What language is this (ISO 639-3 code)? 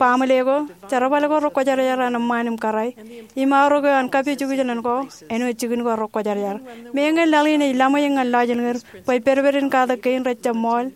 mah